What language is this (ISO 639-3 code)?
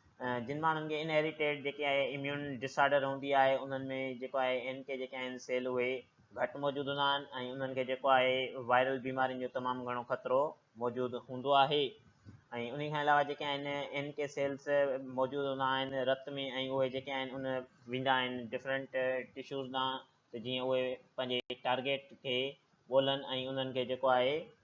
snd